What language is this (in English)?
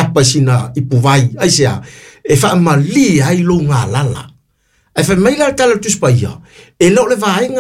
Samoan